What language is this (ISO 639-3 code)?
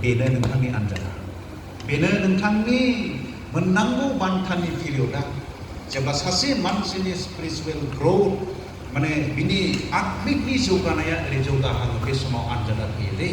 brx